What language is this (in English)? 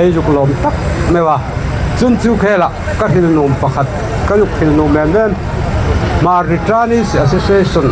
Hmar